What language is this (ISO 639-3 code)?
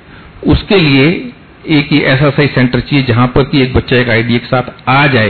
hin